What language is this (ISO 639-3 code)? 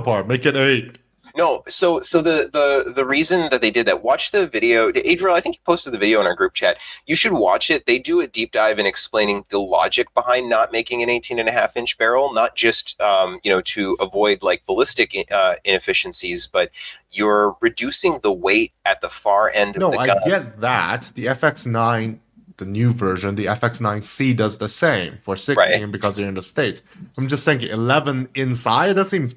eng